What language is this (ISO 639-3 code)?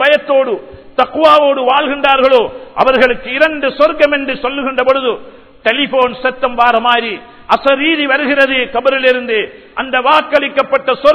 tam